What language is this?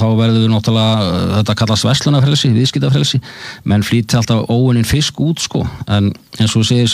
Icelandic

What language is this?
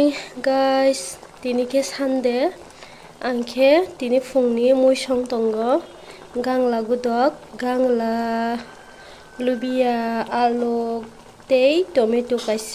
Kok Borok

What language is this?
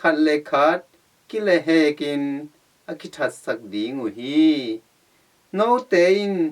Tedim Chin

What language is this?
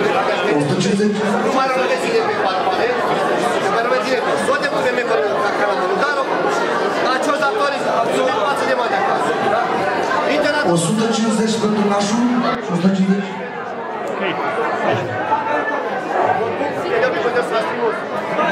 Romanian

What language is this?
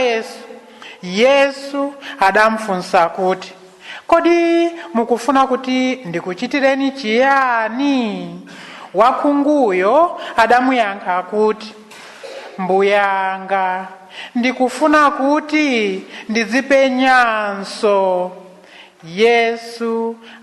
Nyanja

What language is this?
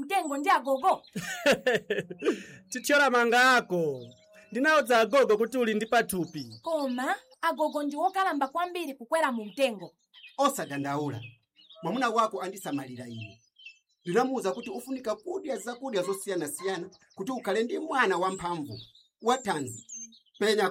Nyanja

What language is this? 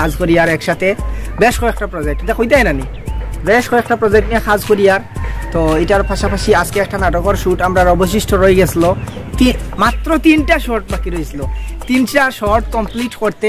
Sylheti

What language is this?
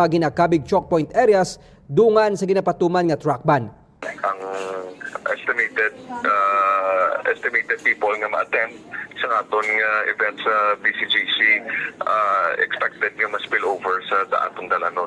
Hiligaynon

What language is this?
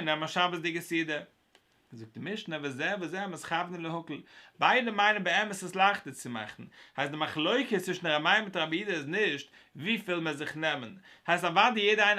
Yiddish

